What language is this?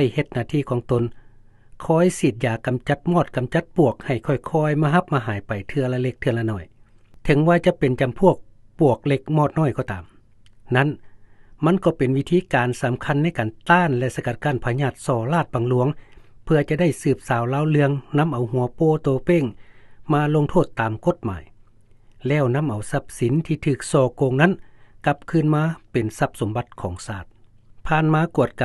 Lao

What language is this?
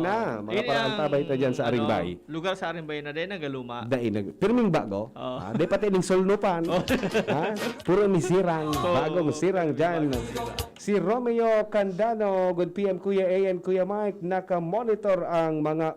Bikol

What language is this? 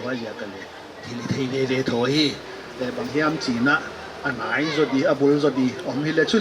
Paite Chin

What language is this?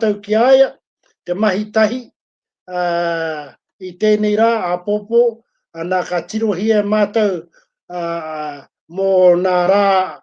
Māori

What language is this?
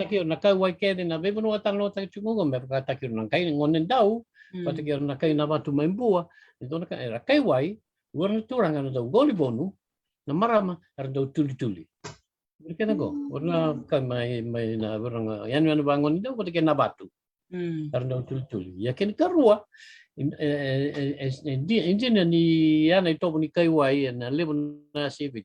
Fijian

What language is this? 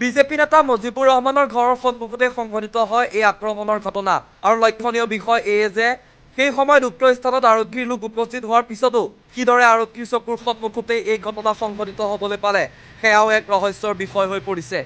Assamese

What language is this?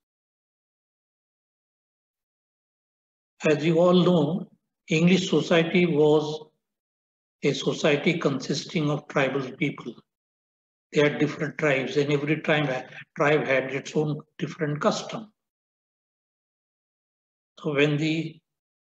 English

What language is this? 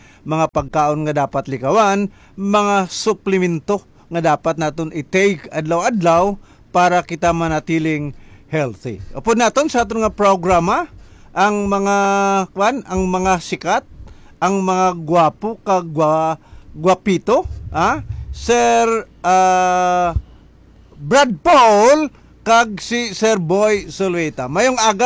Hiligaynon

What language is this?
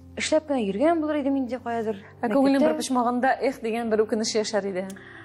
Tatar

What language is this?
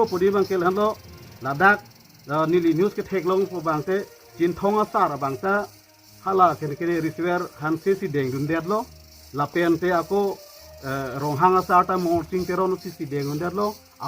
Karbi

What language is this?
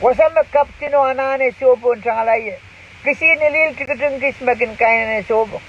Pohnpeian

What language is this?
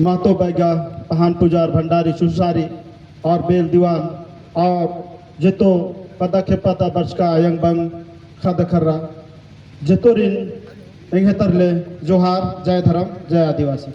Kurukh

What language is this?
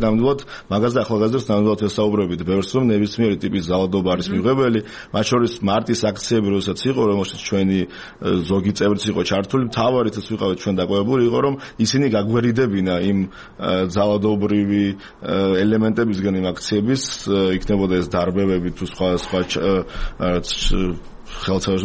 Georgian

